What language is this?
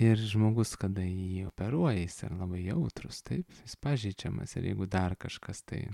Lithuanian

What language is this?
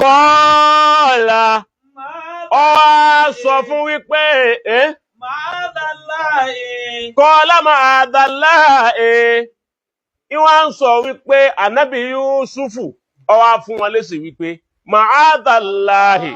Yoruba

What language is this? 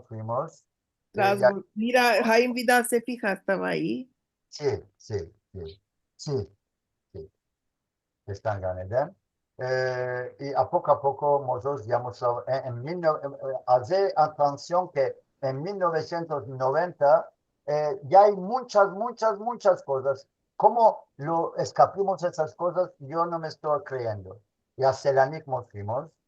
Ladino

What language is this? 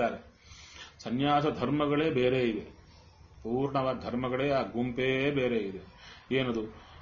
Kannada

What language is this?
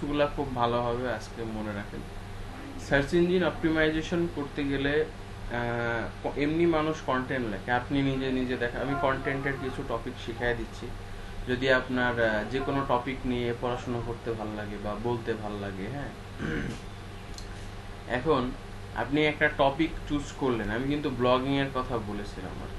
Bangla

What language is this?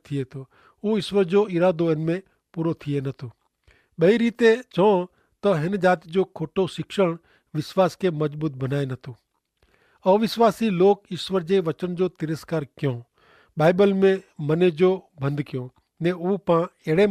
Kachhi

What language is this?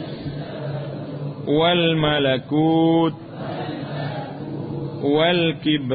Malay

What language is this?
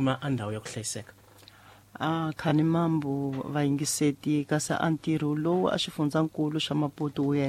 Tsonga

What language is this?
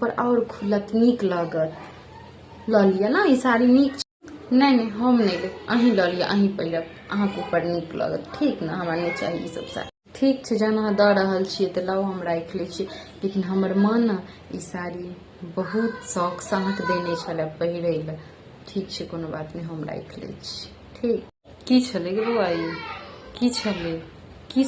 Maithili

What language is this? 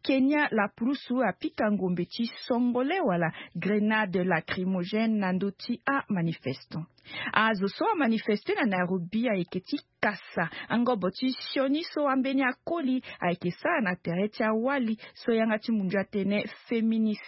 Sango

